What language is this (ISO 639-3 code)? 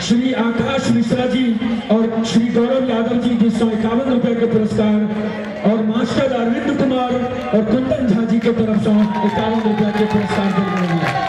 mai